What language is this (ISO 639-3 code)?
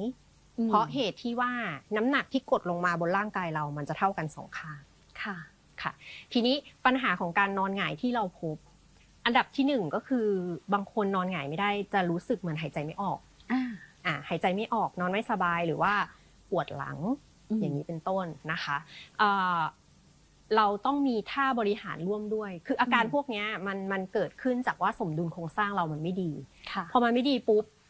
tha